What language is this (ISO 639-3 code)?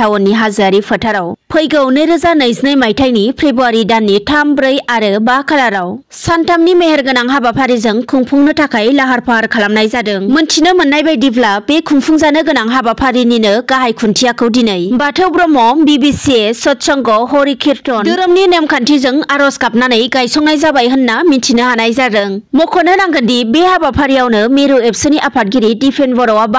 brx